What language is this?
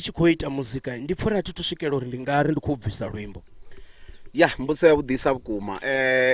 Venda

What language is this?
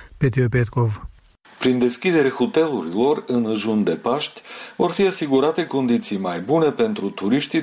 Romanian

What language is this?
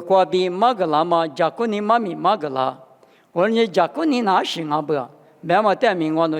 Lisu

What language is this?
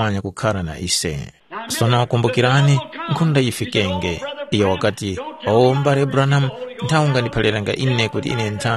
Tumbuka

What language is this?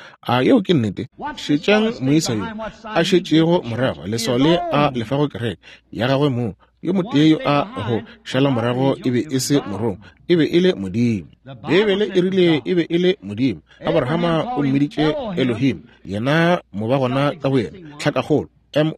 Northern Sotho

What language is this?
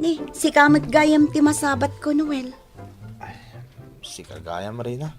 Iloko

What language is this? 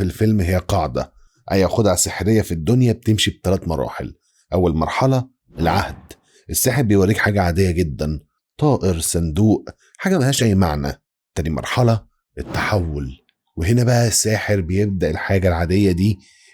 Egyptian Arabic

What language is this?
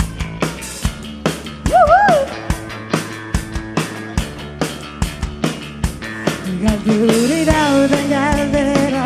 Basque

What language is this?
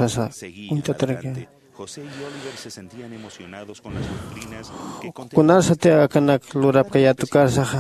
Aymara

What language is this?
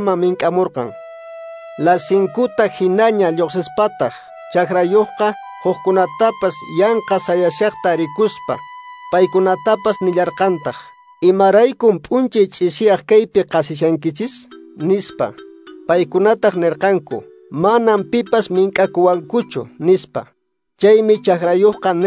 Quechua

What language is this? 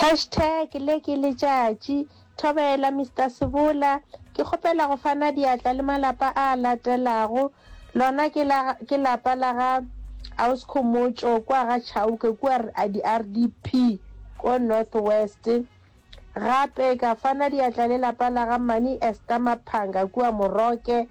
Northern Sotho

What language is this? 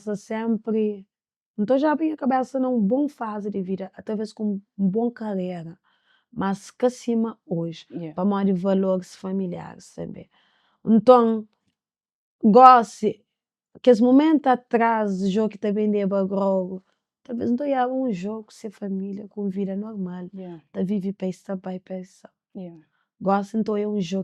Kabuverdianu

